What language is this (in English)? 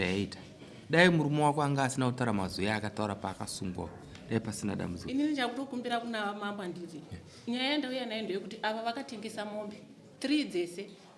Shona